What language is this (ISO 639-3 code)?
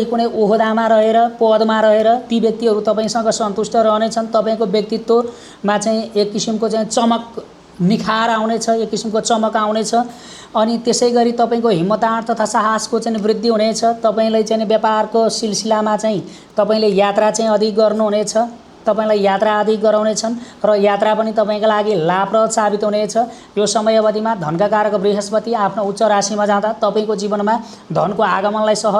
nep